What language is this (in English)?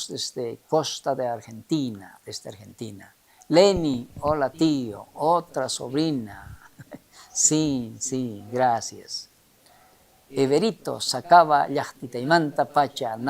South Bolivian Quechua